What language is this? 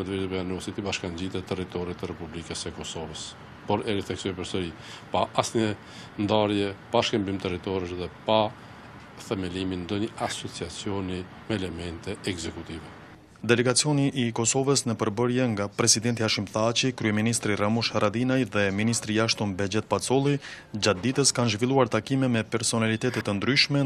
Albanian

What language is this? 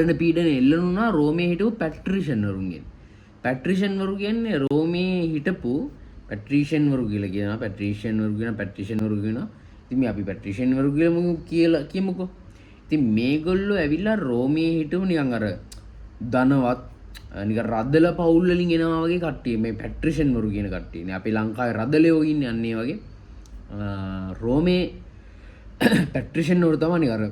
Sinhala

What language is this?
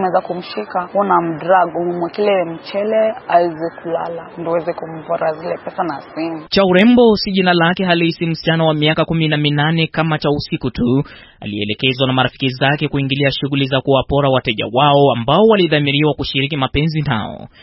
Swahili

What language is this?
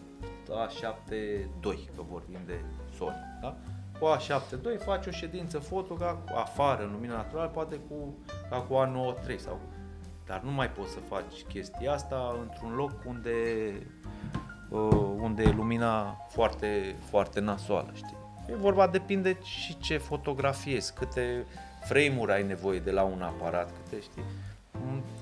Romanian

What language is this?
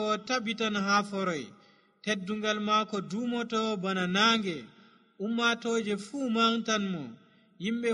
Nigerian Fulfulde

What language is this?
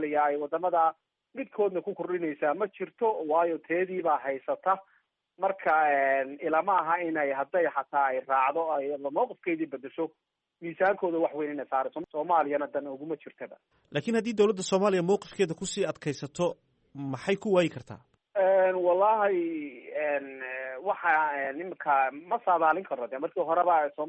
Somali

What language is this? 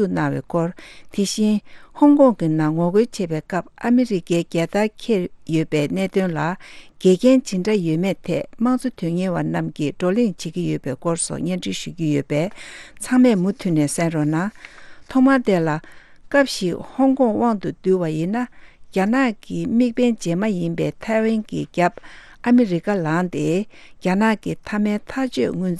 Tibetan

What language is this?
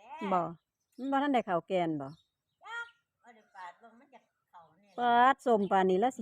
Northeastern Thai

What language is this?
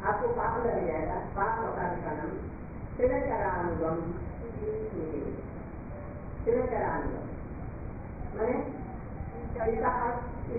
Hindi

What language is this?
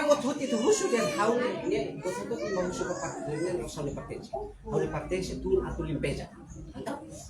Tetum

